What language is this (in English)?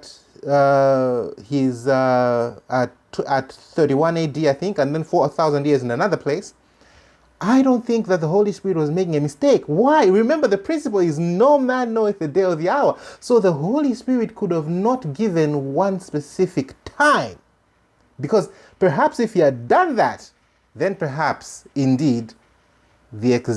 English